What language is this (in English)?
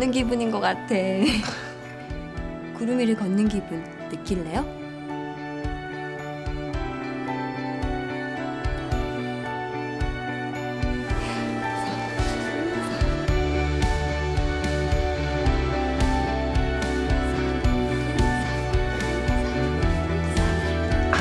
Korean